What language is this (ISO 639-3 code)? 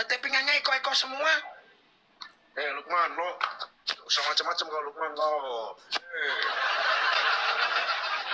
ind